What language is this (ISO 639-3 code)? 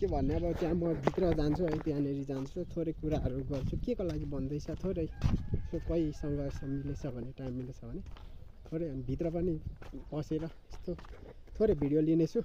nep